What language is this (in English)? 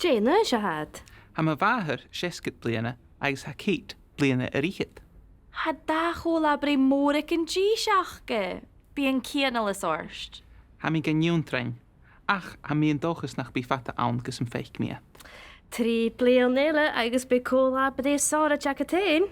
Scottish Gaelic